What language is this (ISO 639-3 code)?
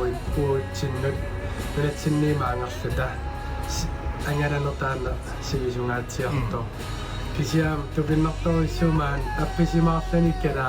kal